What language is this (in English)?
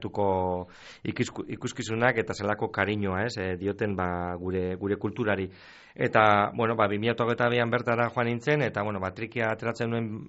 Basque